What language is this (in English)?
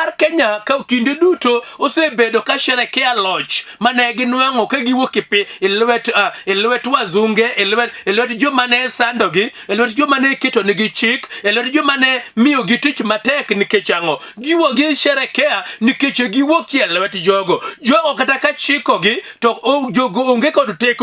Luo (Kenya and Tanzania)